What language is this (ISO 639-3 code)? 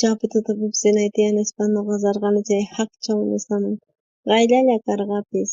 quh